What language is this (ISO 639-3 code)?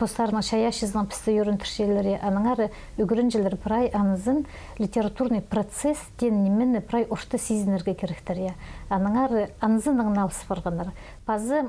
kjh